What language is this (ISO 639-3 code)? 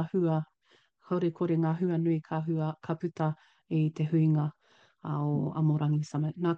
mri